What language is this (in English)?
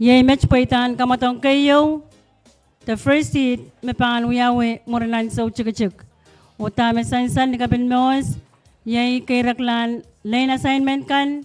Pohnpeian